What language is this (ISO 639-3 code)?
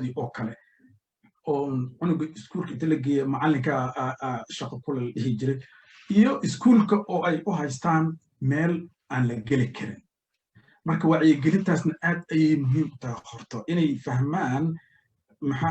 som